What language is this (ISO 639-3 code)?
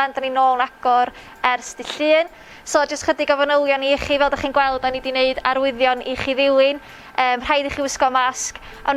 cym